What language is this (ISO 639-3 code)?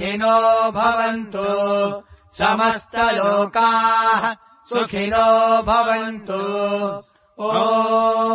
san